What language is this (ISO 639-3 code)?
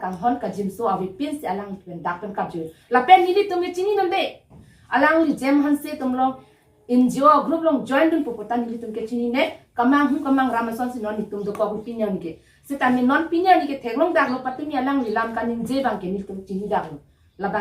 mjw